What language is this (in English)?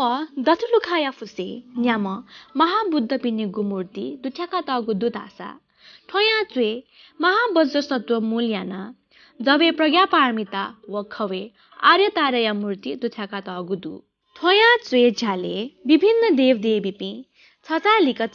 Newari